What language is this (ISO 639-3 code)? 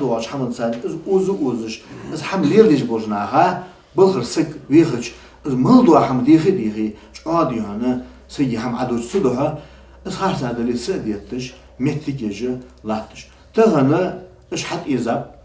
inh